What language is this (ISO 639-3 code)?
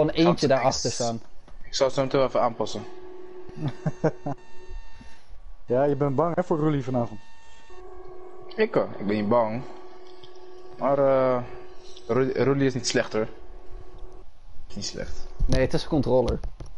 nld